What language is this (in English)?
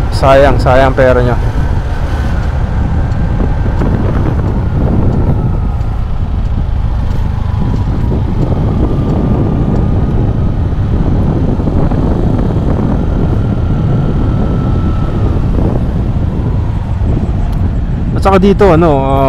Filipino